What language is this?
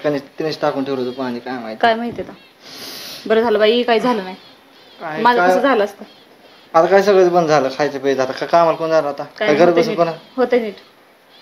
Marathi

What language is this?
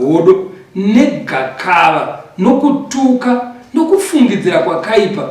Shona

